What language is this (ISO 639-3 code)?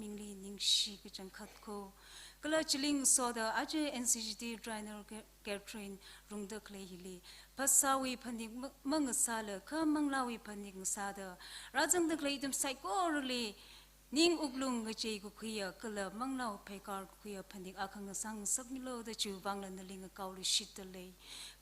nmf